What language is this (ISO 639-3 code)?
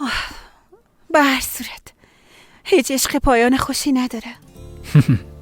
fas